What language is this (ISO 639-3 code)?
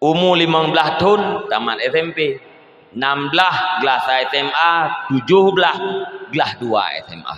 ace